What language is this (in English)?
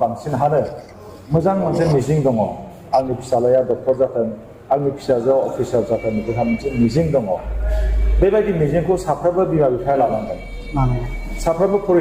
Bodo